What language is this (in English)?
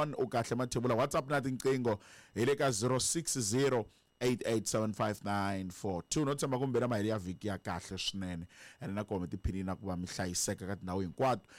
Tsonga